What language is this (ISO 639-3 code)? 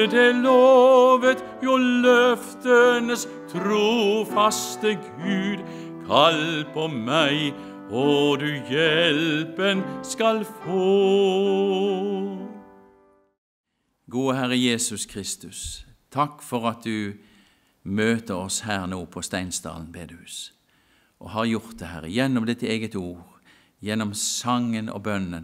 nor